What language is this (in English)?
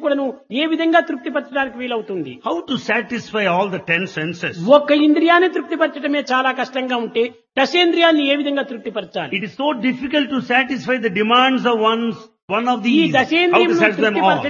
Telugu